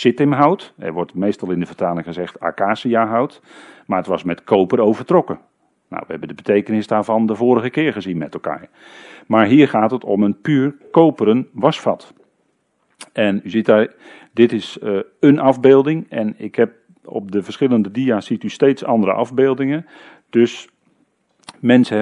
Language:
Dutch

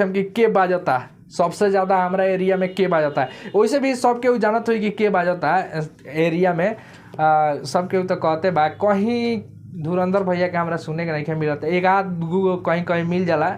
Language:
Bhojpuri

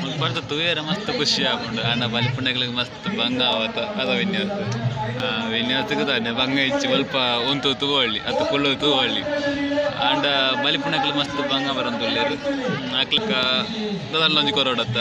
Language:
Tulu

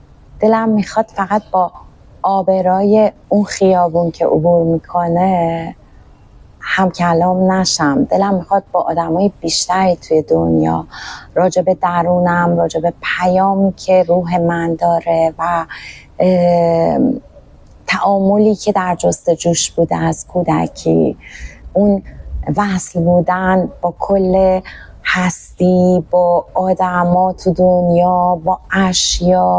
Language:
Persian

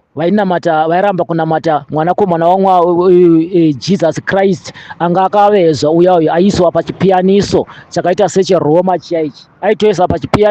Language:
Shona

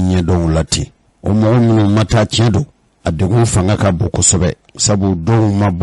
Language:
Bambara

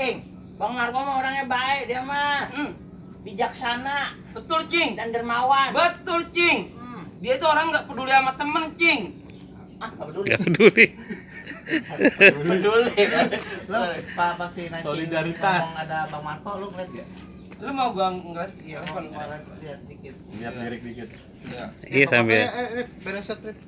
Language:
Betawi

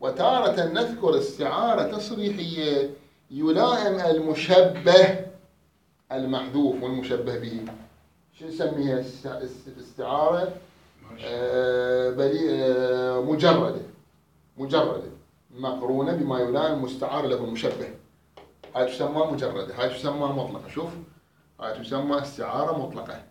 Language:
Mesopotamian Arabic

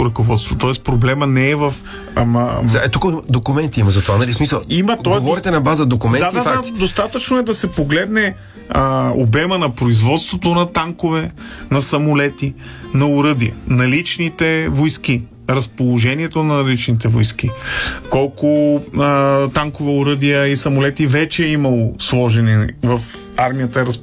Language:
Bulgarian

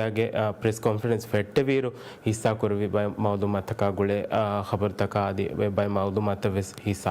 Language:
Divehi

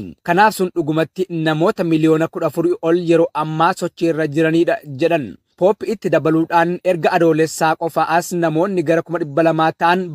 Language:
Oromo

